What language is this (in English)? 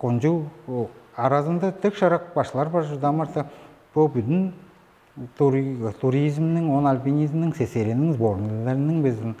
Tuvinian